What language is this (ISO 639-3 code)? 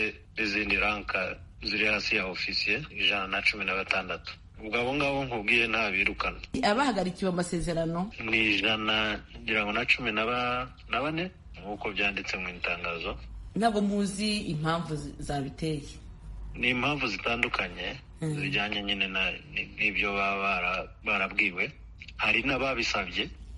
kin